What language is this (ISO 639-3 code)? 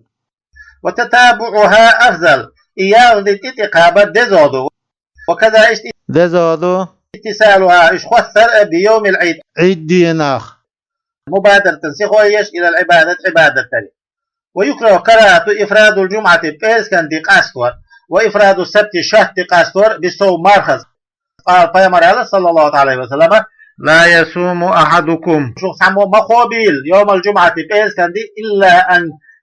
che